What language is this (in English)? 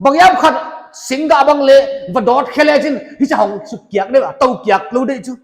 Paite Chin